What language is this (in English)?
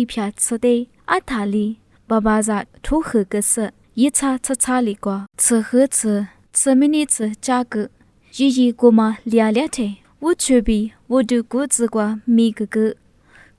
Lisu